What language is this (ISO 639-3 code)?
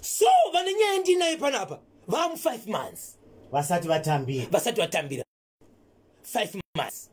sna